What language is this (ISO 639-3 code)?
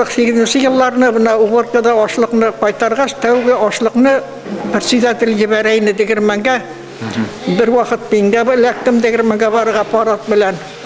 bak